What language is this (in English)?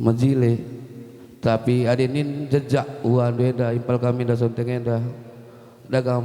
Batak Karo